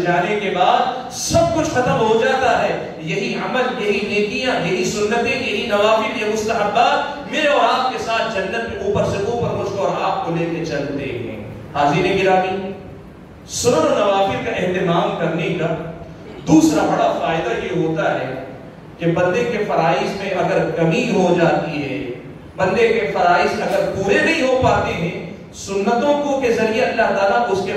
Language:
Urdu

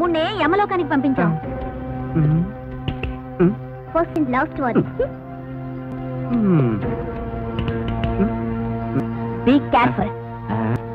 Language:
Telugu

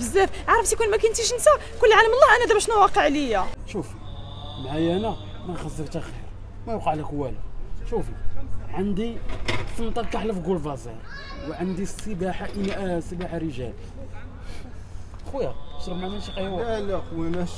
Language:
Moroccan Arabic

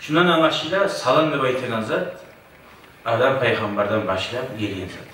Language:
Kumyk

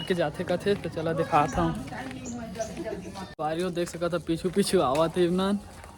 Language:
Chhattisgarhi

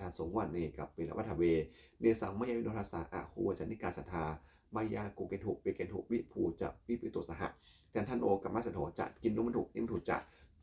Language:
Pali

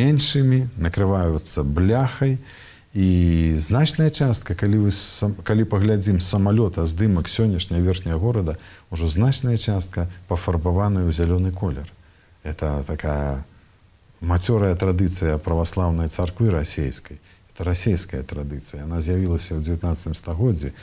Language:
Belarusian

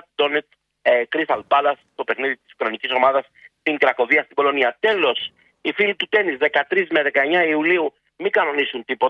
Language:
Greek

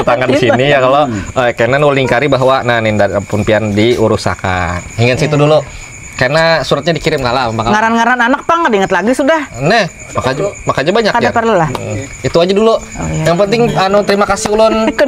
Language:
Banjar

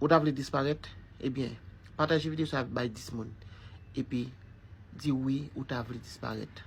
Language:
Haitian Creole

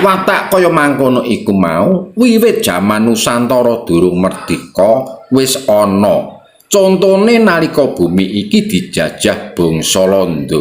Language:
Javanese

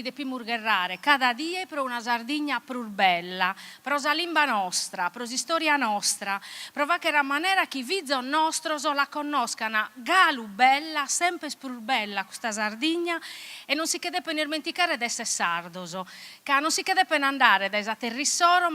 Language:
Sardinian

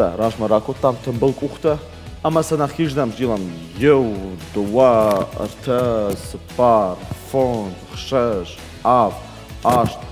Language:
Ossetic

